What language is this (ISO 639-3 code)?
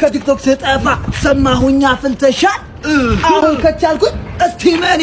amh